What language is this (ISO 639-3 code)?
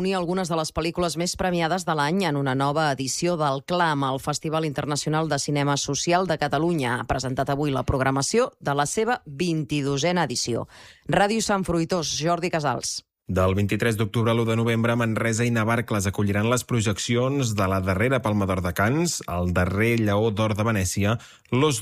cat